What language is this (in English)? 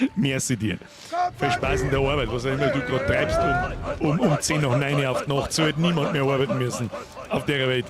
Bavarian